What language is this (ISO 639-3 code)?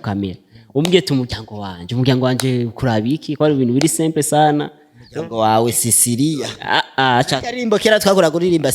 run